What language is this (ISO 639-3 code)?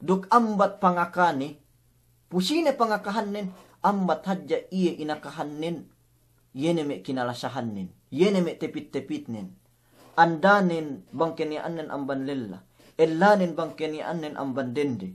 yka